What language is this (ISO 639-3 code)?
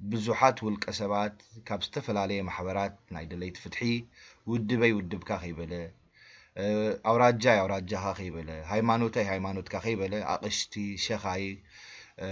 tir